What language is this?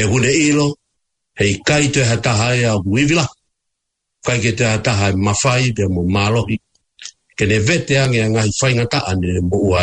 Tongan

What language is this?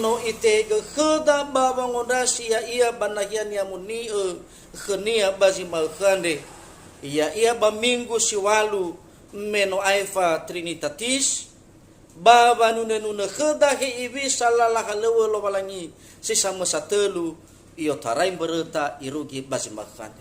Nias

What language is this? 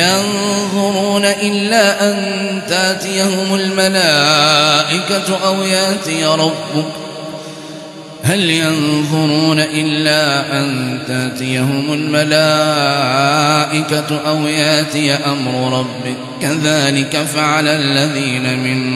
Arabic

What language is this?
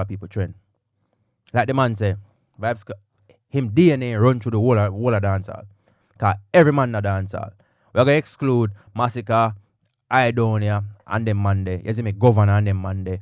Jamaican Creole English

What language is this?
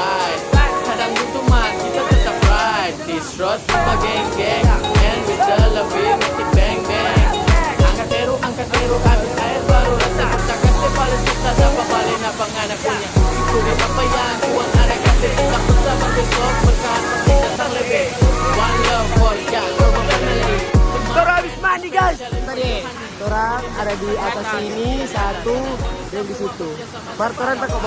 Manado Malay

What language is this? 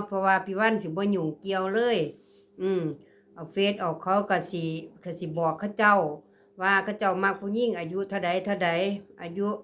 Northeastern Thai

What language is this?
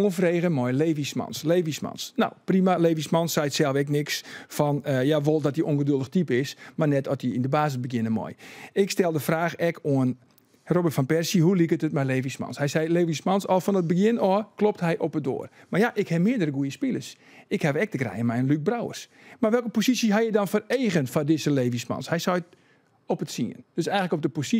Western Frisian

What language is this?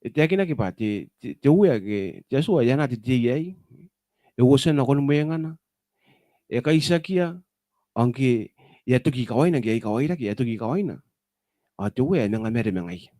Gilbertese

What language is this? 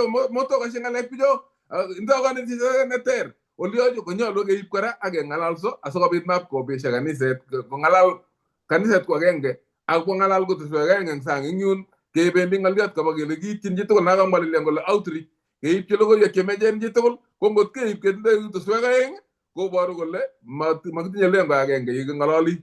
Kalenjin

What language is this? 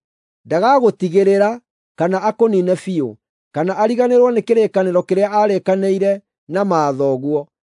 Kikuyu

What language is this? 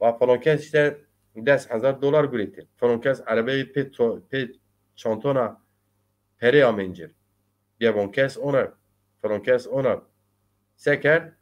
Zaza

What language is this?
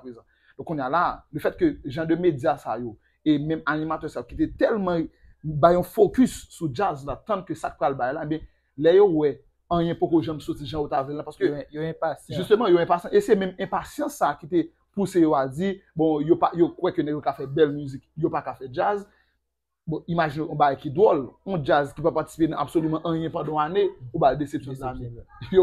Haitian Creole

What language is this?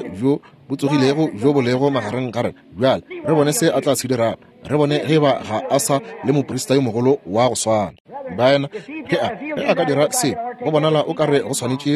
Northern Sotho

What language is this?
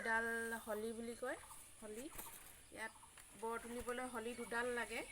Assamese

